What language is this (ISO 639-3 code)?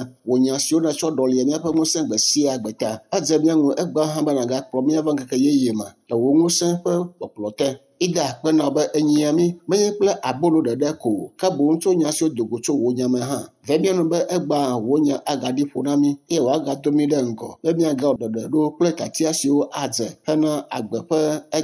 ewe